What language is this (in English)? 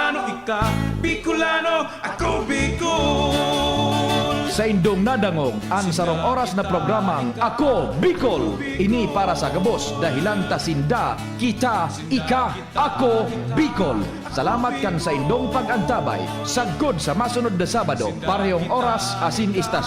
Bikol